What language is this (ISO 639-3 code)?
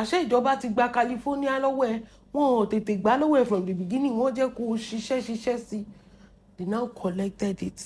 yor